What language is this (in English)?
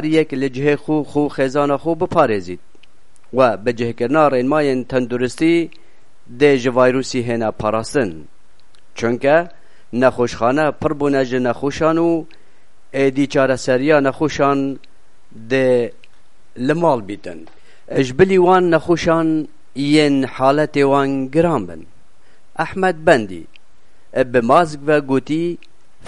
Kurdish